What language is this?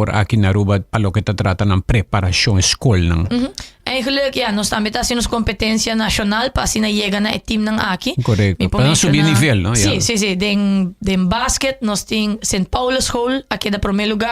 Papiamento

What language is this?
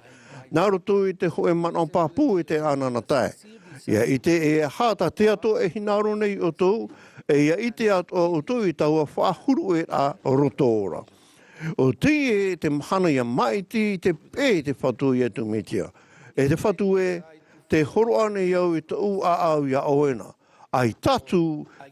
Tahitian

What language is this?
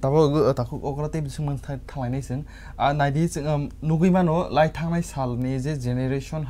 Kok Borok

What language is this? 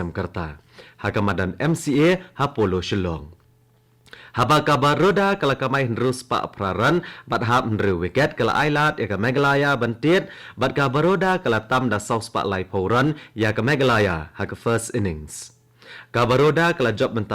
Khasi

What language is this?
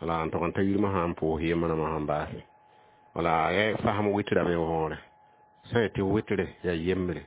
Mossi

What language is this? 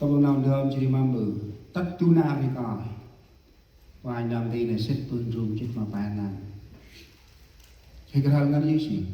Central Mnong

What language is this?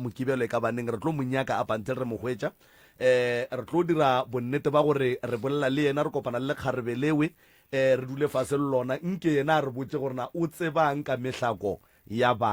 Northern Sotho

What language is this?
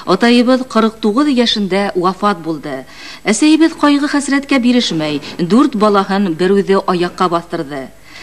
Bashkir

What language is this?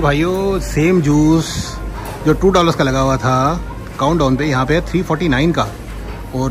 Hindi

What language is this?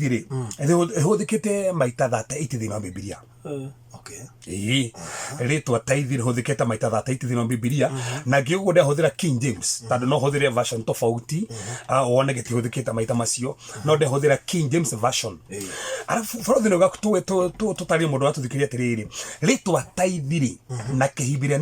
Kikuyu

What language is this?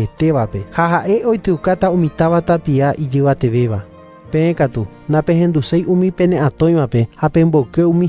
Guarani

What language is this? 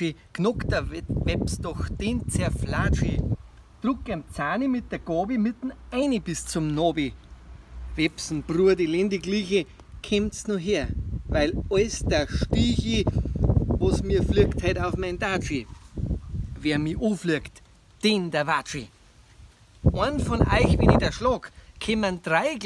Bavarian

